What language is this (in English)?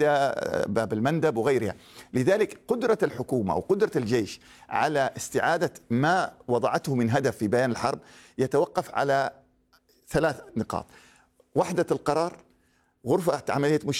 Arabic